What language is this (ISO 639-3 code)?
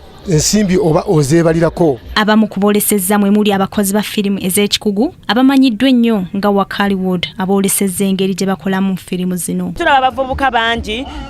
lug